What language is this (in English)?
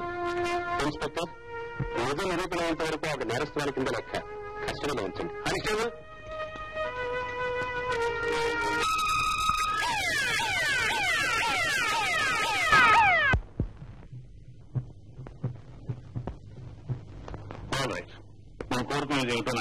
Telugu